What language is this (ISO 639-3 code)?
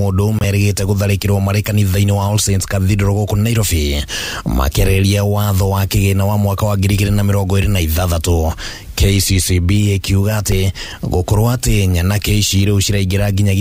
kik